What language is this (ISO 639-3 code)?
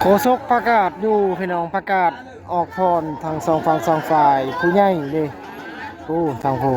lao